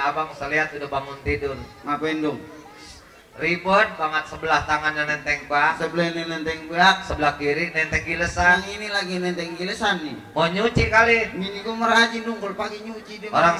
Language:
Betawi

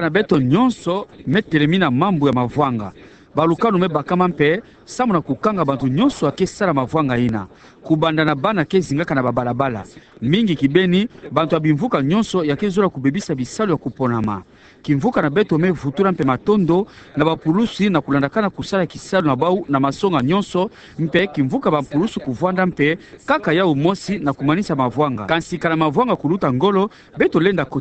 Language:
Kituba (Democratic Republic of Congo)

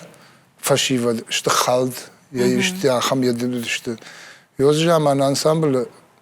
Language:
Ossetic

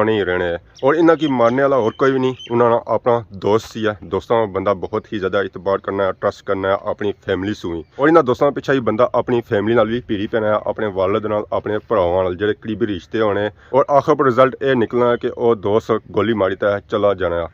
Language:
Pahari-Potwari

